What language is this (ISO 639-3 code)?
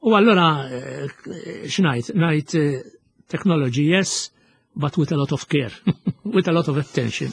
mlt